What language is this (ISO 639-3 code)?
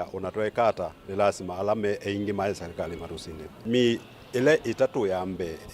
kam